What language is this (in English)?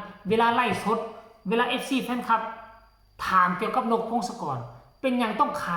Northeastern Thai